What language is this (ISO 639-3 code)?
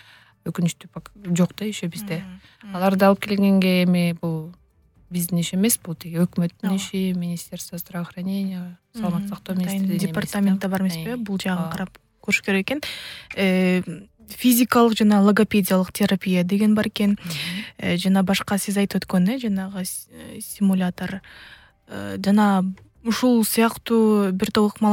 kir